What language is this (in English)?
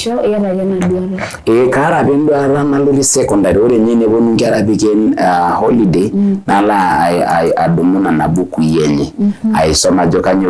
Masai